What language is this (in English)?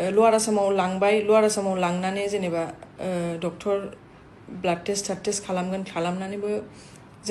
Bodo